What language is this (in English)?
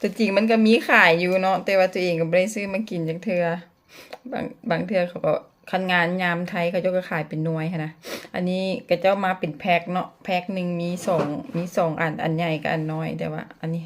Lao